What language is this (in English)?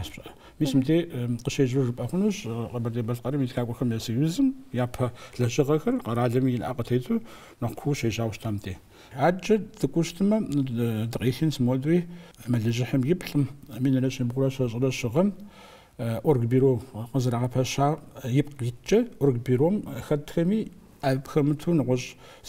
Kabardian